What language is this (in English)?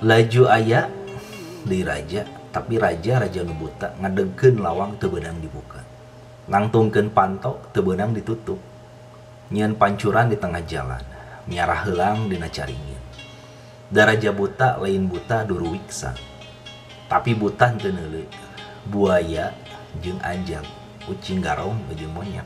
Sundanese